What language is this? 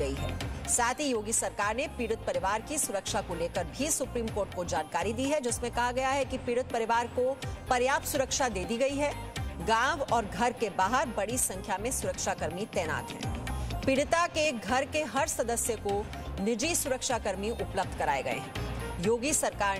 Hindi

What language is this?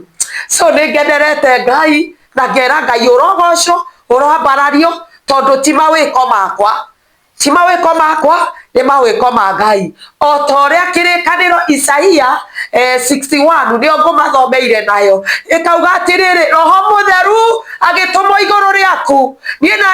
Kikuyu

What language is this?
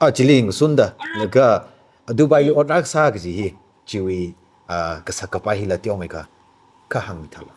Tangkhul Naga (India)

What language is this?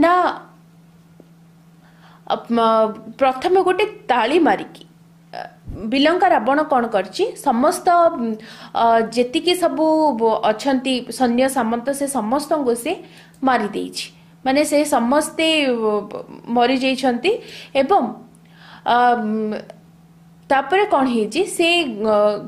Odia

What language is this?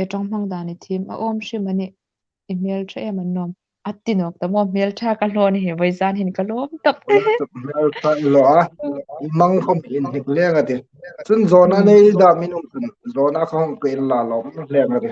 Hmar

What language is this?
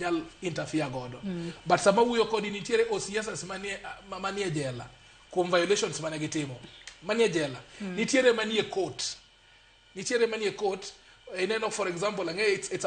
Luo (Kenya and Tanzania)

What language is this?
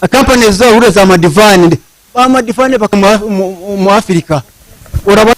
Nyankole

